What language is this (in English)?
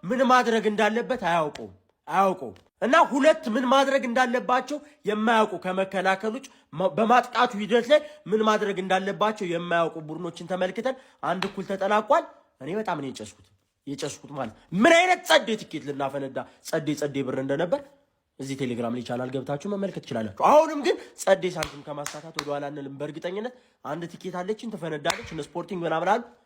Amharic